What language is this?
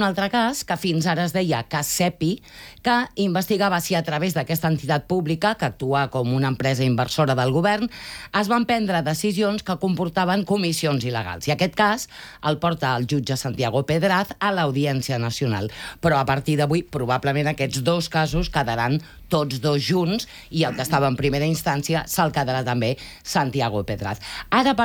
Catalan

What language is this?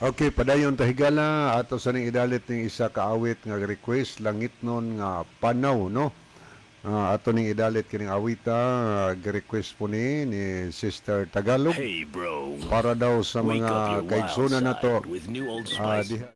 Cebuano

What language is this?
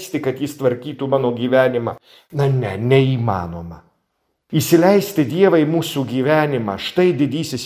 Lithuanian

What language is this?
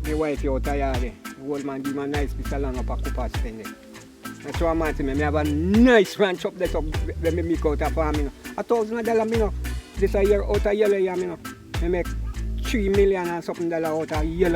Jamaican Creole English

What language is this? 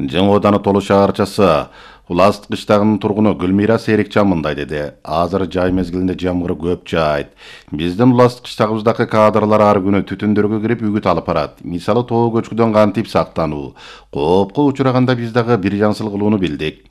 Kyrgyz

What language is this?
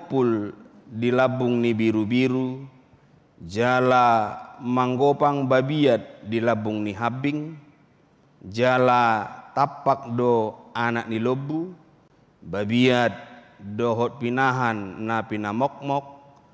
Batak Toba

